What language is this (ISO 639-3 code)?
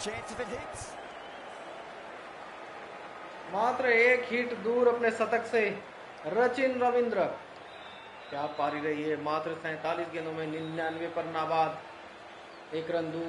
hin